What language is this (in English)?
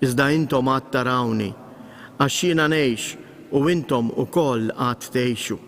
Maltese